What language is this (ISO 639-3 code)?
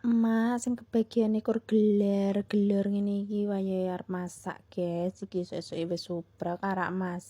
jav